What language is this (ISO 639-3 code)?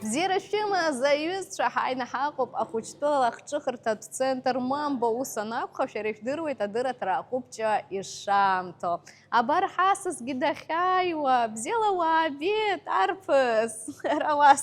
abk